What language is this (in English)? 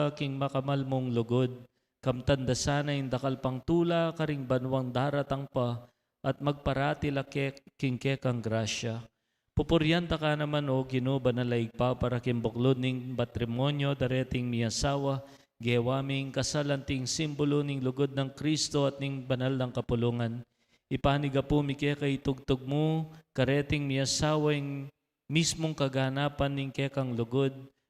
Pampanga